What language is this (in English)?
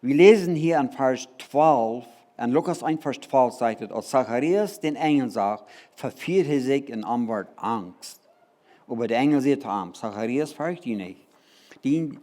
Plautdietsch